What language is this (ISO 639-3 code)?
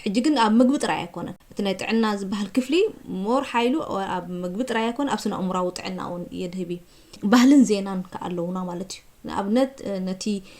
tir